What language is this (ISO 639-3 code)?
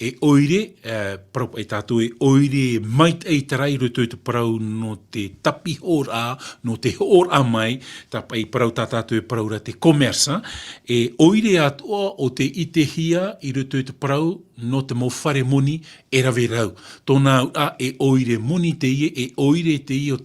tah